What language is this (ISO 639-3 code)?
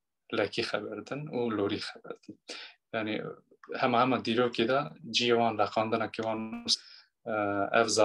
kur